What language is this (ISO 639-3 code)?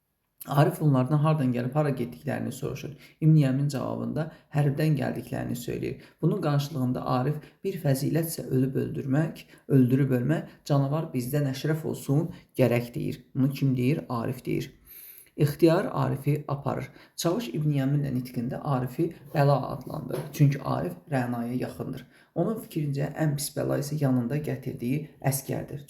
aze